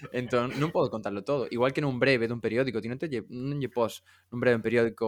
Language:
Galician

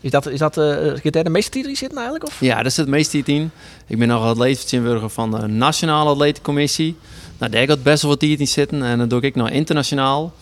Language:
Western Frisian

